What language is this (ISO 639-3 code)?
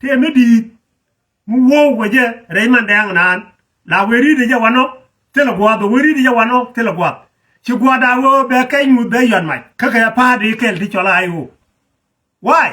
nus